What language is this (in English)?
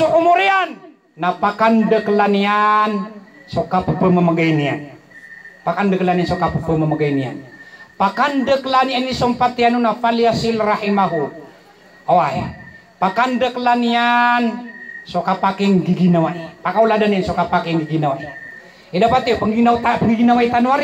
Maranao